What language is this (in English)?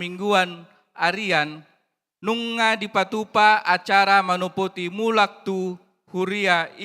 Batak Toba